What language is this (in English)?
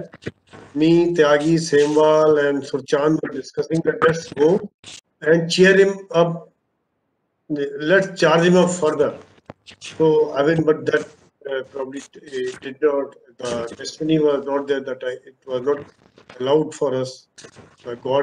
English